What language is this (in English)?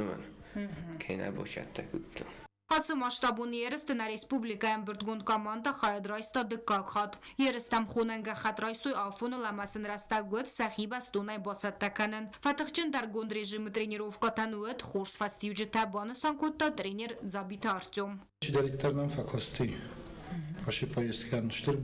Ossetic